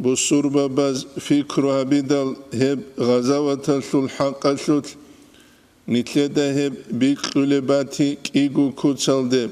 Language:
Avaric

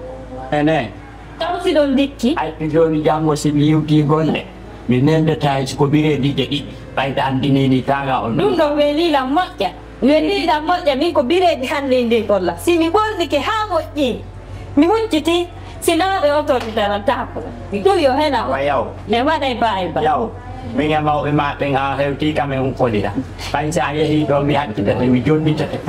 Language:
Fula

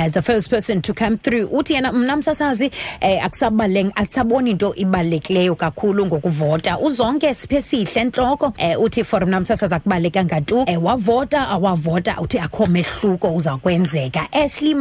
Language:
Xhosa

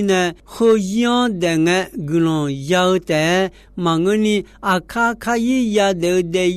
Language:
Akha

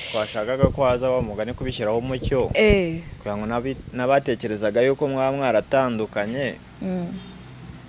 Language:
Kinyarwanda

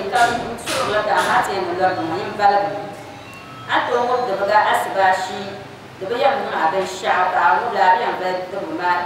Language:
Dagbani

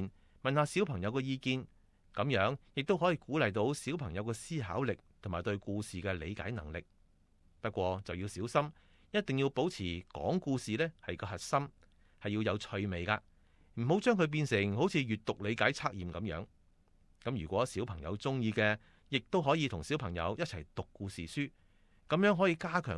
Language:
Cantonese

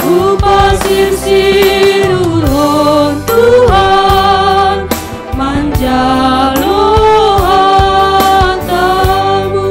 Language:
Batak Simalungun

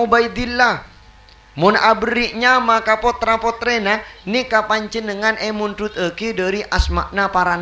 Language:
Madurese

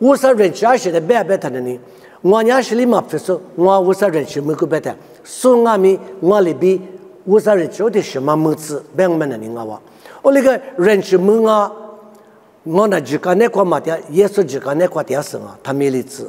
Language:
Lisu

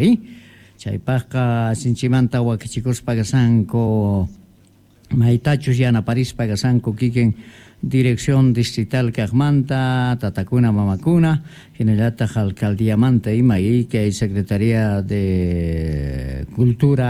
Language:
Quechua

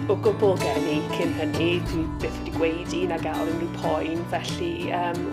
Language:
Welsh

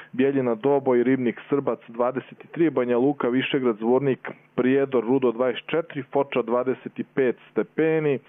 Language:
Serbian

